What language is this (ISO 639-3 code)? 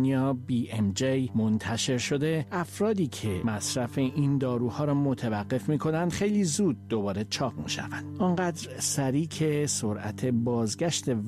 fas